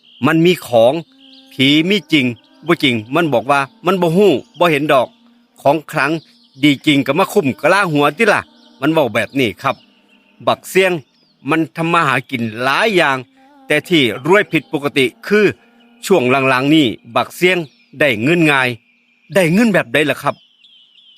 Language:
Northeastern Thai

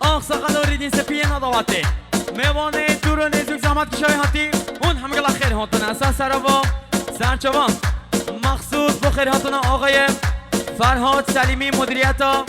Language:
Kurdish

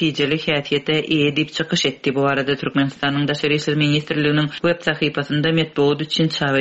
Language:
Turkmen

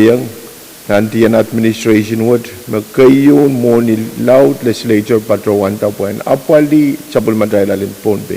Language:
Pohnpeian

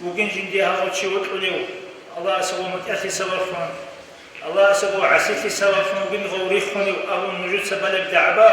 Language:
Avaric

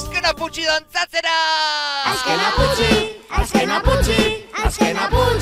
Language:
Basque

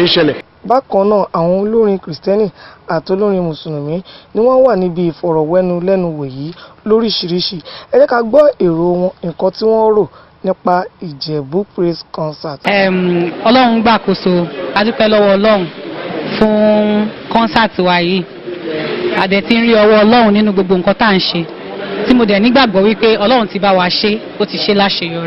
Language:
Yoruba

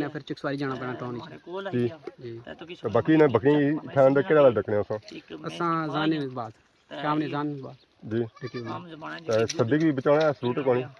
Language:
Pahari-Potwari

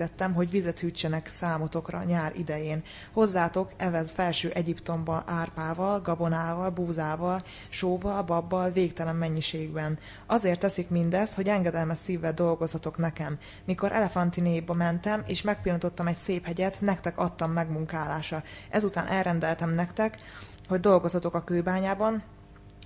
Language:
Hungarian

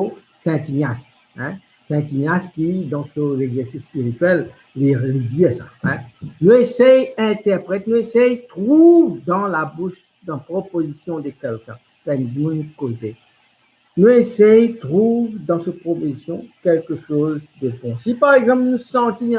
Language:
Morisyen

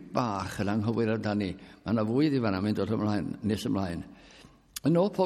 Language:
Welsh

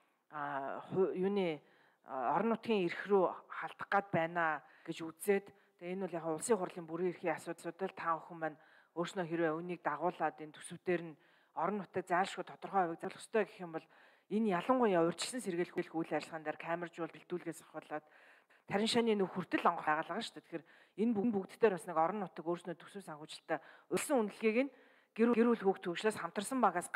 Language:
Mongolian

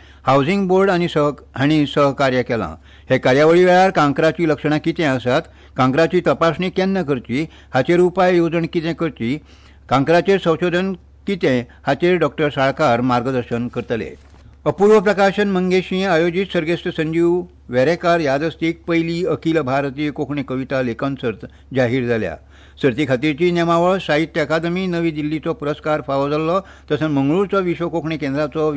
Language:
Konkani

